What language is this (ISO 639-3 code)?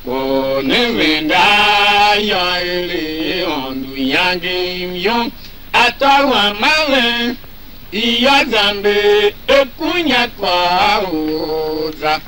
tiv